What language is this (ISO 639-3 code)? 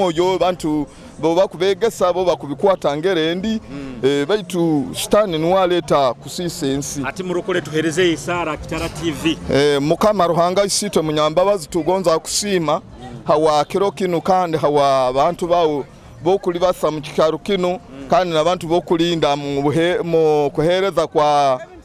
nyo